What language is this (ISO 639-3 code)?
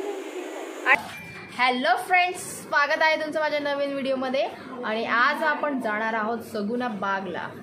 mar